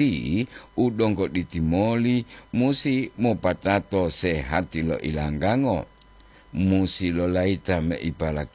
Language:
Gorontalo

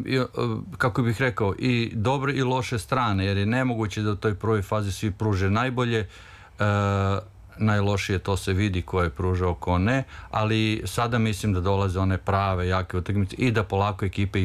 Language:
Serbian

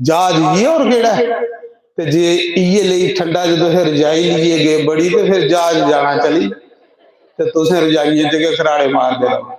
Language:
Dogri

